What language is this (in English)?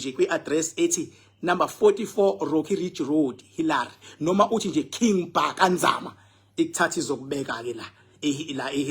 Zulu